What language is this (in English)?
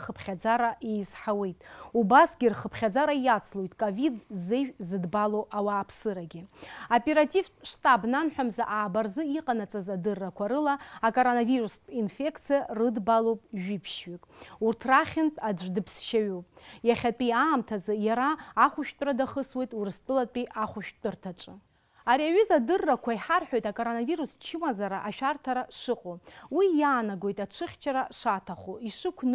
Abkhazian